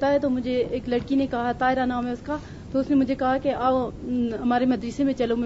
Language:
Urdu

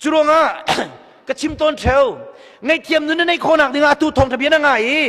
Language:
Hakha Chin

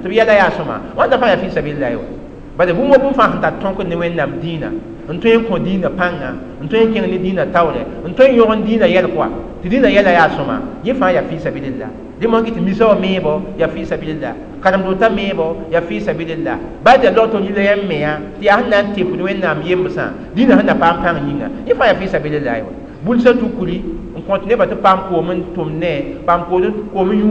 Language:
Mossi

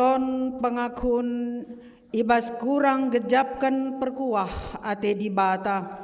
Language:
Batak Karo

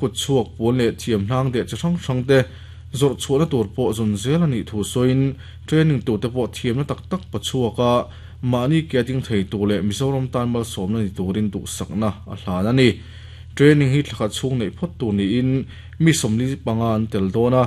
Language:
Mizo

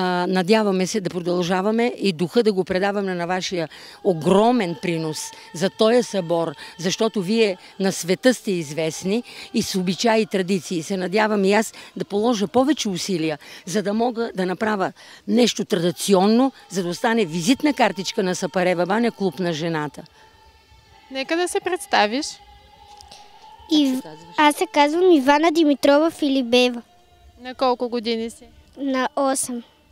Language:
Bulgarian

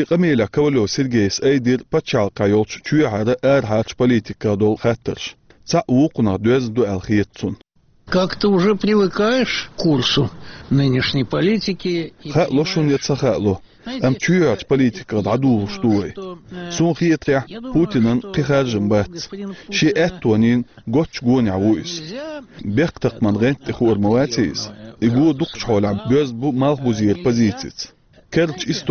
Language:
Chechen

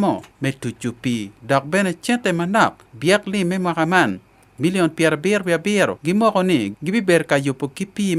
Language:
Acoli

